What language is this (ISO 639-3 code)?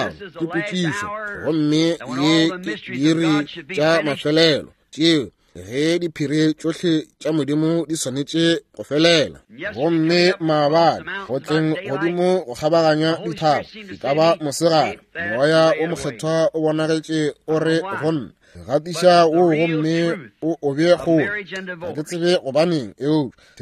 nso